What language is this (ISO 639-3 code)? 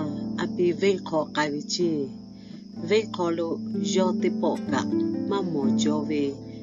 lhu